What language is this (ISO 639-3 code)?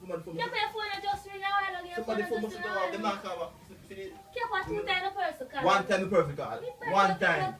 jam